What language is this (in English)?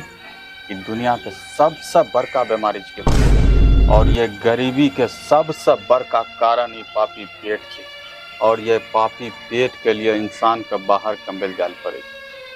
Angika